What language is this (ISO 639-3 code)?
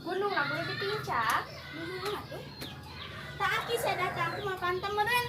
sun